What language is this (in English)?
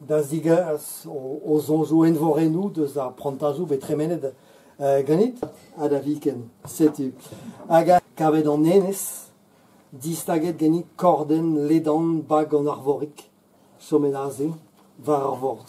Breton